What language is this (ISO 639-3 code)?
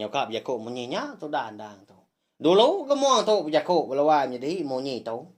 iba